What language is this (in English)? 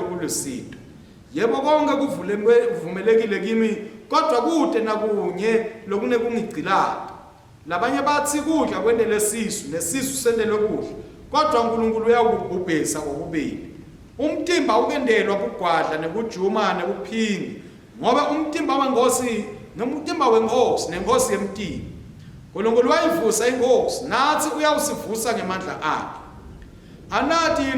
Swati